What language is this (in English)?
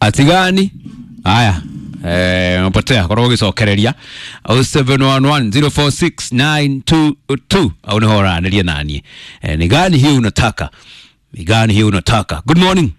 Kikuyu